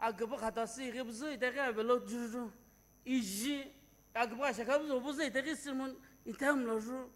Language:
Sumi Naga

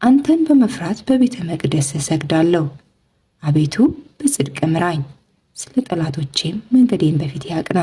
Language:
Amharic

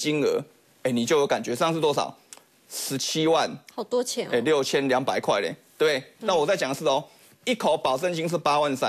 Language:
Chinese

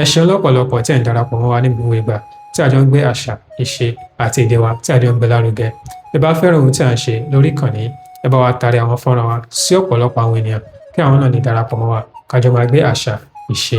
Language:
Yoruba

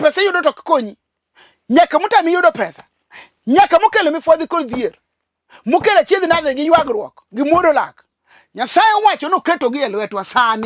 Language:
Luo (Kenya and Tanzania)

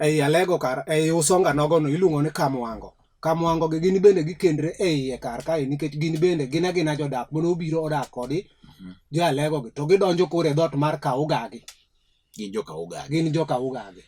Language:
Luo (Kenya and Tanzania)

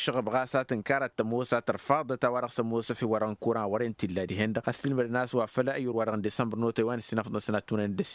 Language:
Tamasheq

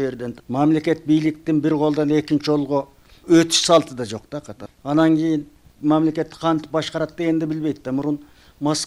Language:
Kyrgyz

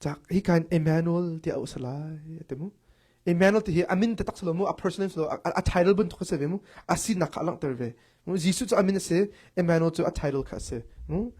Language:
Hakha Chin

